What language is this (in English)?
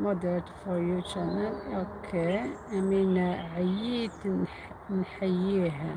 Algerian Arabic